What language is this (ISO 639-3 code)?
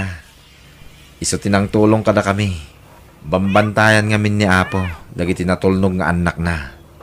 ilo